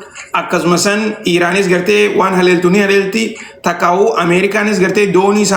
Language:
Oromo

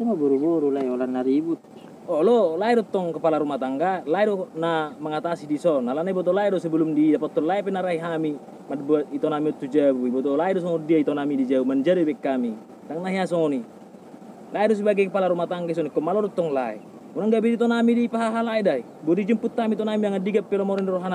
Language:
Batak Toba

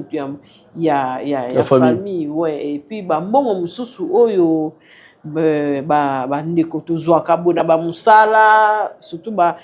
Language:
Lingala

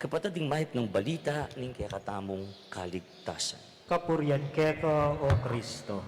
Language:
Pampanga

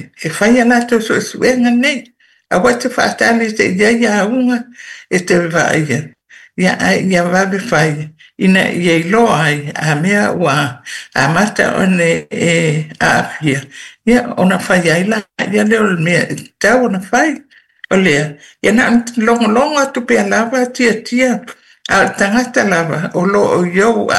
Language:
Samoan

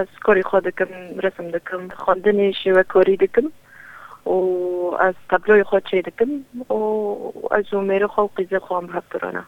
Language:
Kurdish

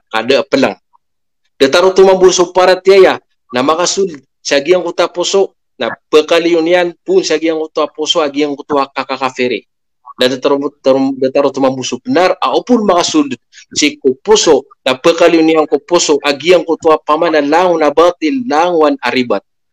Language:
Maranao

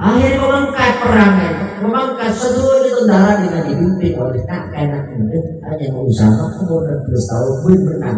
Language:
Madurese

